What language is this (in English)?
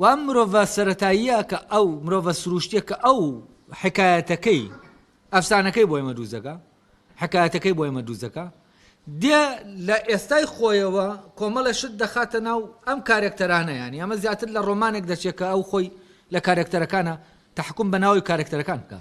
Central Kurdish